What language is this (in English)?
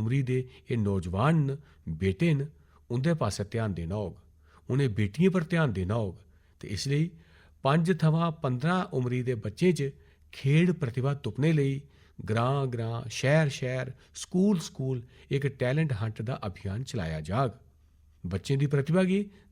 Dogri